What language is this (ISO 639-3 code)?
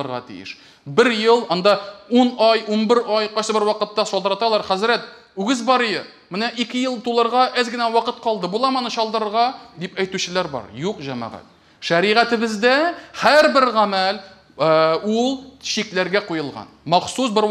tat